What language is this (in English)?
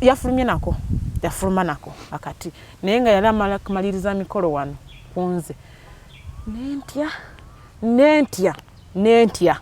Ganda